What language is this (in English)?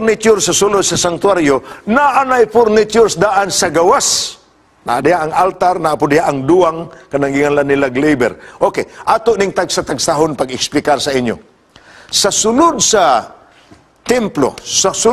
Cebuano